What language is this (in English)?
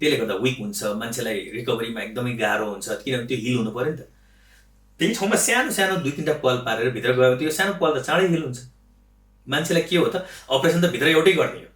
Nepali